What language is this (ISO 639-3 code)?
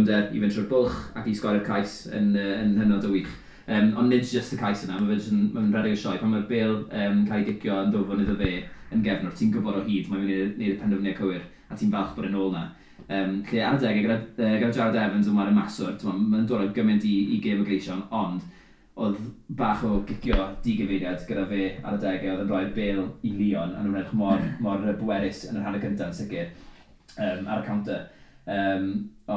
cym